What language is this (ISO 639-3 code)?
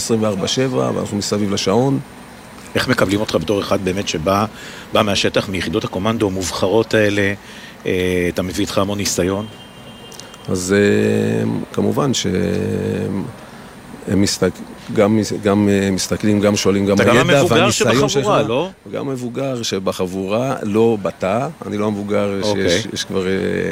heb